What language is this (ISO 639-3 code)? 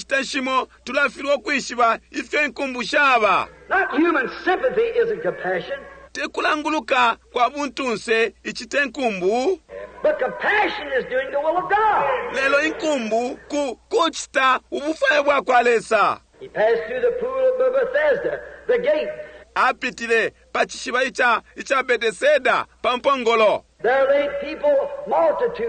bem